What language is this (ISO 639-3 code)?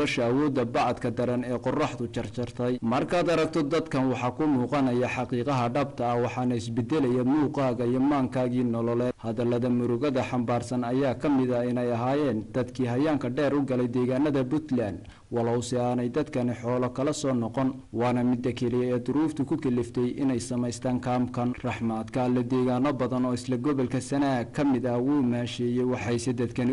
som